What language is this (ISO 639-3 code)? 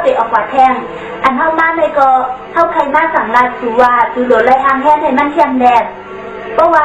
shn